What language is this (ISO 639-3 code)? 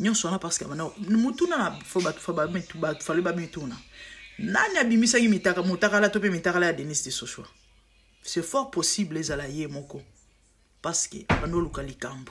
lin